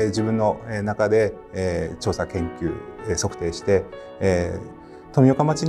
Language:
Japanese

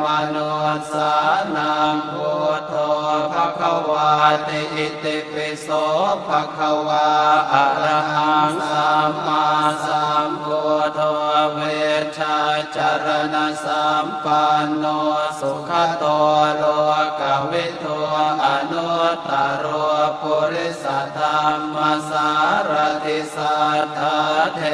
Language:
Pali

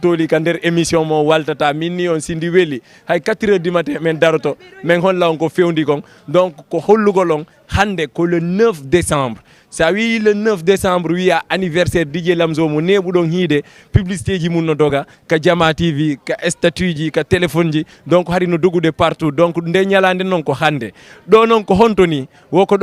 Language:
Fula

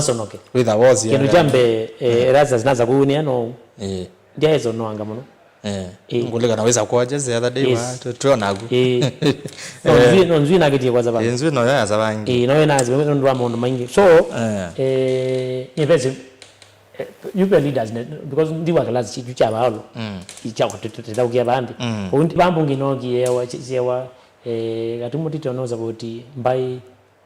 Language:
Kamba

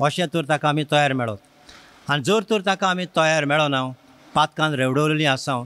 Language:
Konkani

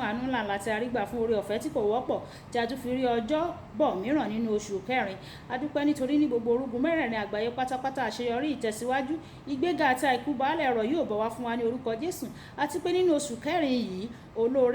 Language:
Yoruba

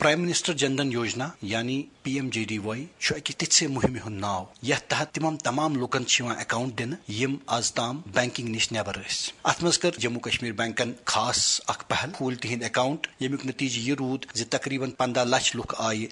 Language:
Kashmiri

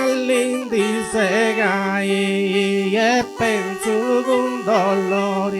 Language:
Sardinian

